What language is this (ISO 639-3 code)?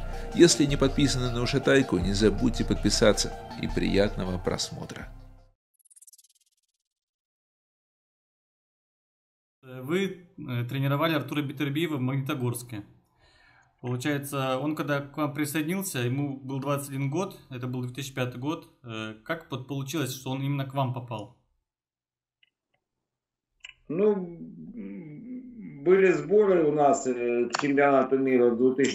rus